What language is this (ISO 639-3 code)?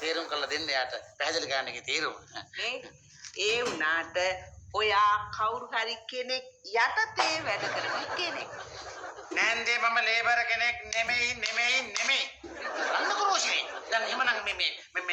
sin